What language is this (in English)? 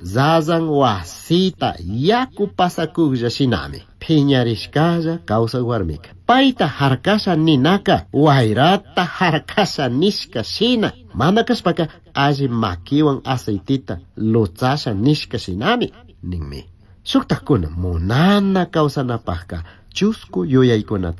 Chimborazo Highland Quichua